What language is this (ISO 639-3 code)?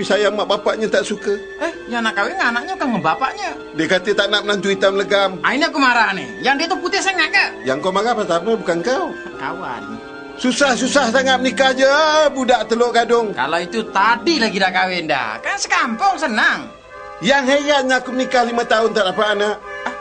msa